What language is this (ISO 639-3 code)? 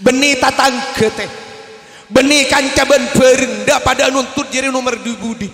mad